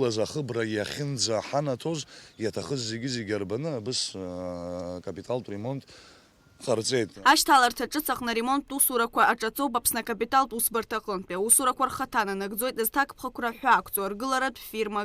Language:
Abkhazian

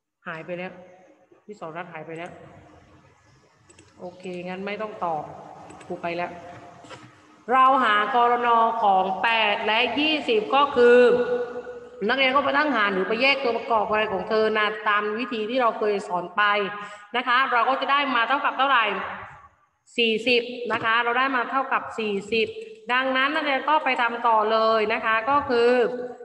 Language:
Thai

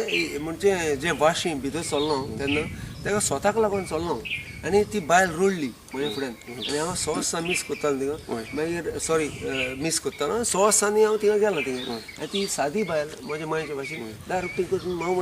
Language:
Konkani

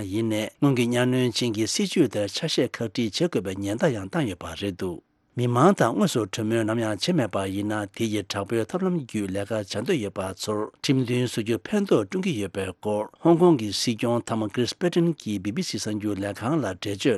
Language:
Tibetan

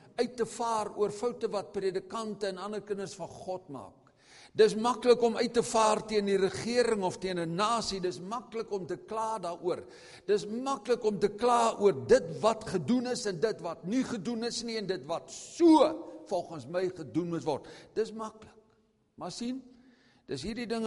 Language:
Afrikaans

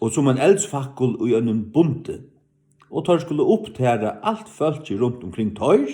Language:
Faroese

